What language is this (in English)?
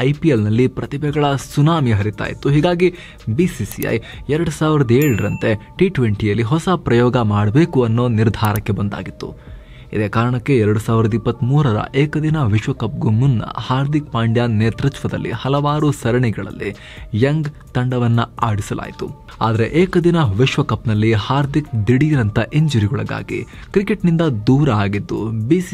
Kannada